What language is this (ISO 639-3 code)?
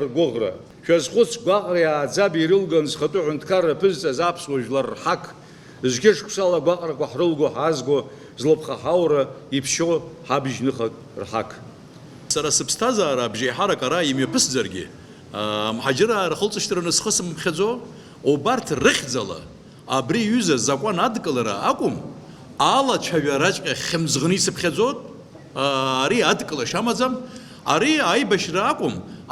abk